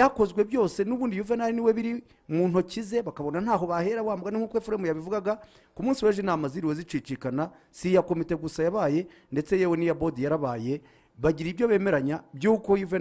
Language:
Kinyarwanda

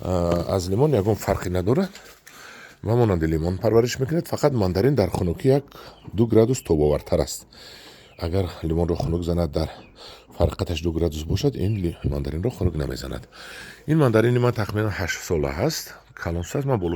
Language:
Tajik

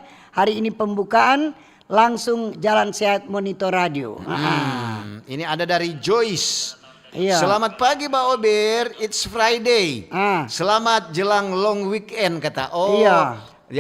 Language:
Manado Malay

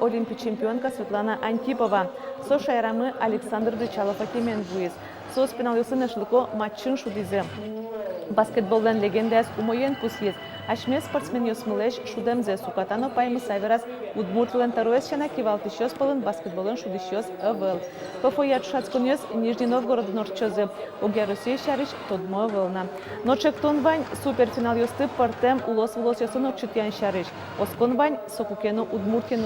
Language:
Udmurt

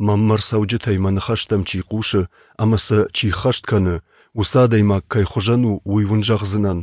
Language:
Ossetic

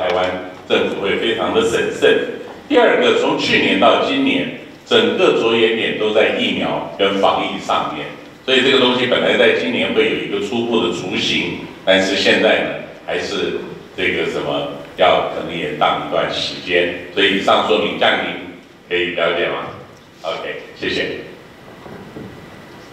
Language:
Chinese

